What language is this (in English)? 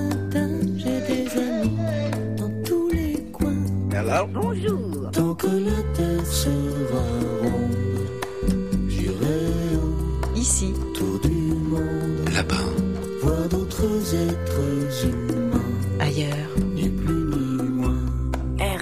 French